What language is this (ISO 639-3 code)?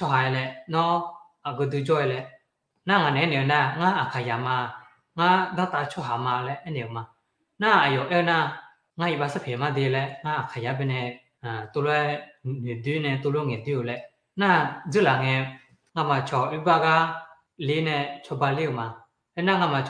ahk